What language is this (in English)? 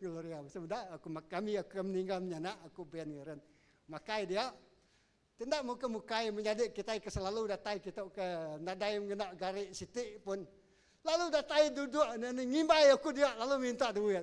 Iban